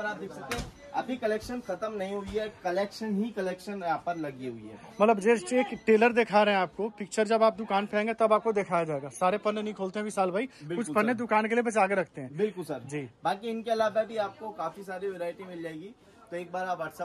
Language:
Hindi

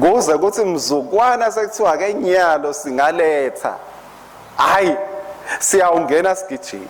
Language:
Swati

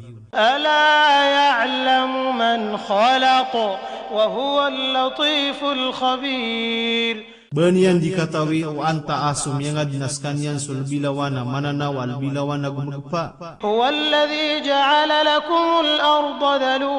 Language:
Maranao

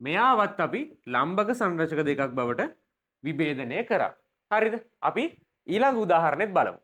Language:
Sinhala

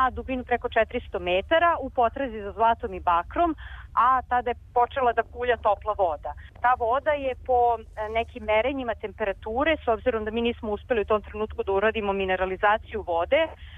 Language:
Serbian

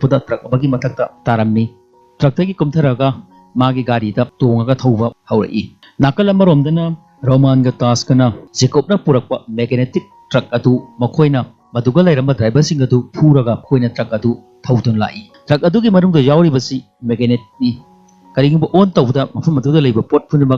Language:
Manipuri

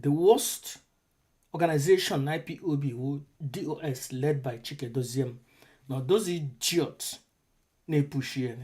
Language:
Igbo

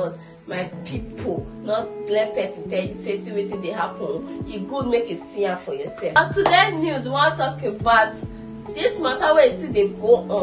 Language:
Nigerian Pidgin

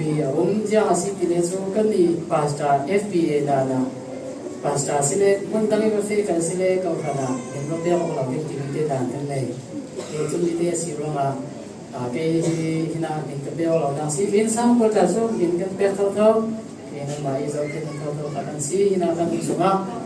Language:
Falam Chin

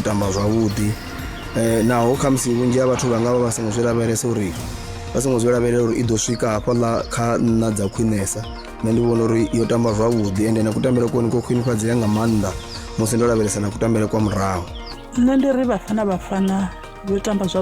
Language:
Venda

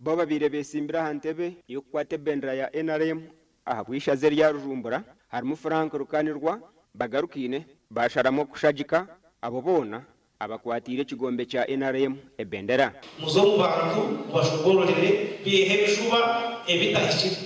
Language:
Nyankole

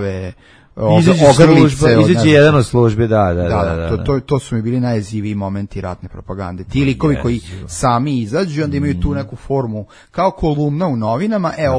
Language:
Serbian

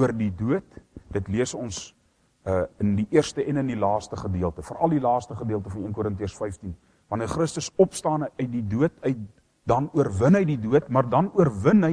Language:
Afrikaans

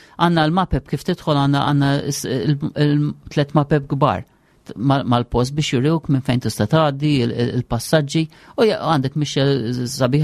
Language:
Maltese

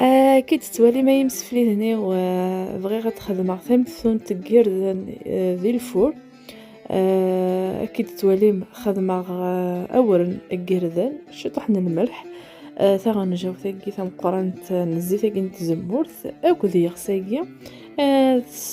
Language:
Kabyle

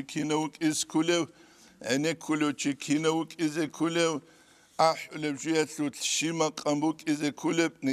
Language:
Avaric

